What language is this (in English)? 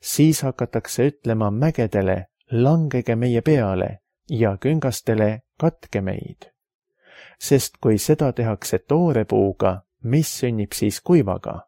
Estonian